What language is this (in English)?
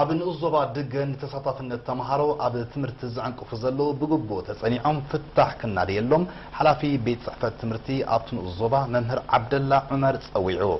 Tigrinya